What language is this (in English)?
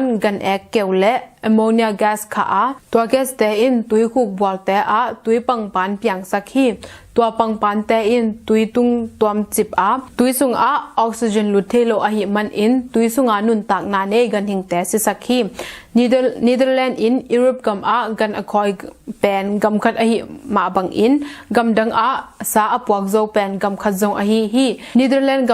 Tedim Chin